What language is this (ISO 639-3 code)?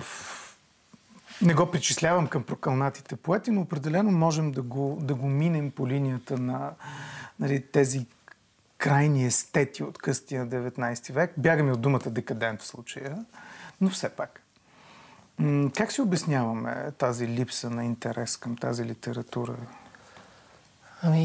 bul